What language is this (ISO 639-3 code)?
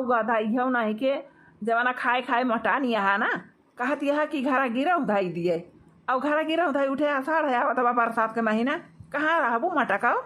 awa